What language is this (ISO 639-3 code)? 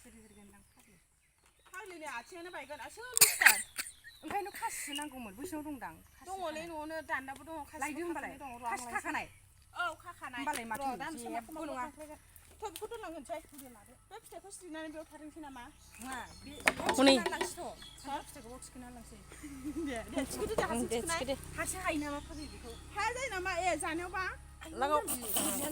brx